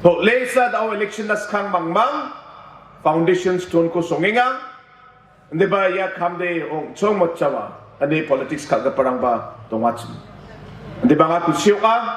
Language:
Garo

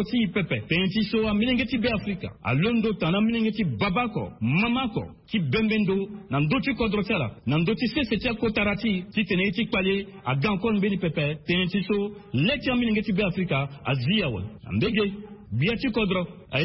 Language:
Sango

